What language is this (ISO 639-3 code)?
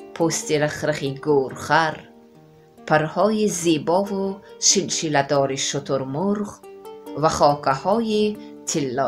tgk